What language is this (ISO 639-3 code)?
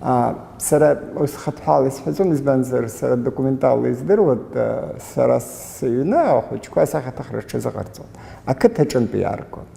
abk